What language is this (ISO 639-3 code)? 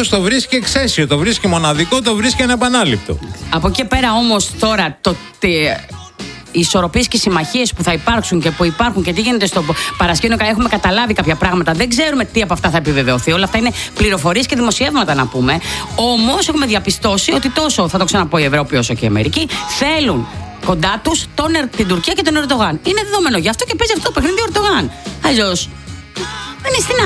ell